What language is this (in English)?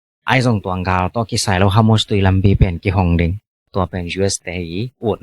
Tedim Chin